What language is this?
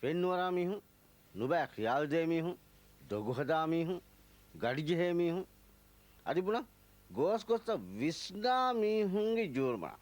Divehi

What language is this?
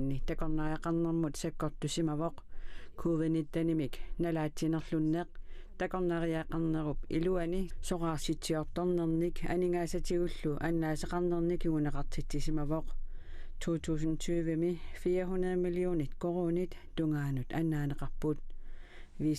Kalaallisut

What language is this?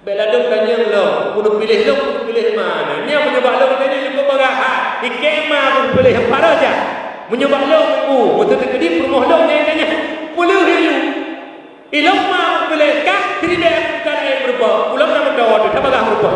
Achinese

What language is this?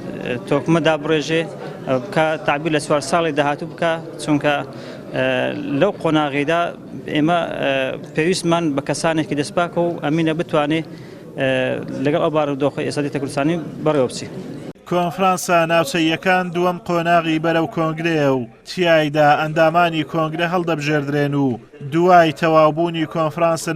Central Kurdish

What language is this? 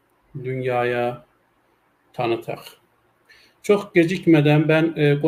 South Azerbaijani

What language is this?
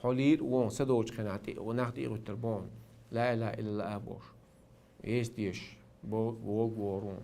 Chechen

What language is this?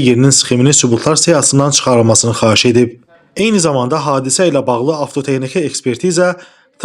Azerbaijani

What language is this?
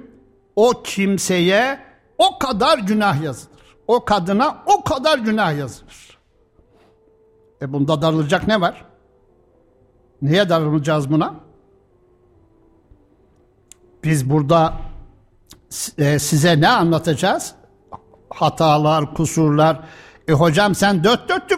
Turkish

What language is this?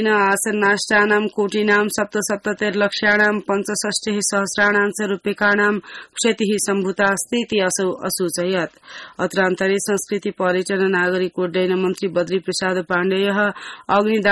Sanskrit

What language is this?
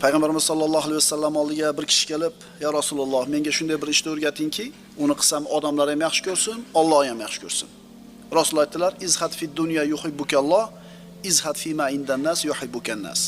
Uzbek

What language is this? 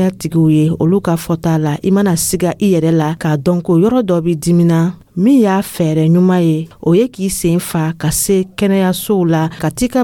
Dyula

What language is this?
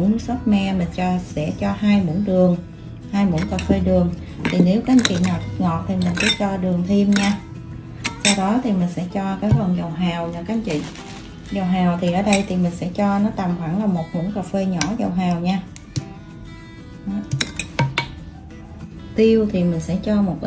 Vietnamese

